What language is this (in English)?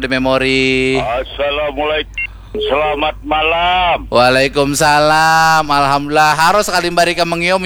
Banjar